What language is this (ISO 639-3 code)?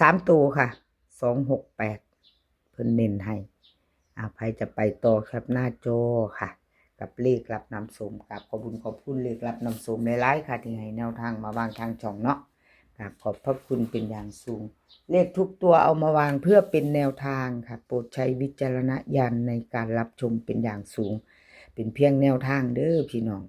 tts